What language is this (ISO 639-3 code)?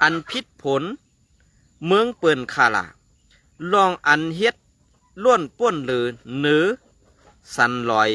shn